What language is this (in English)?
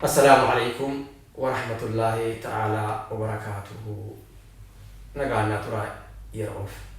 Oromo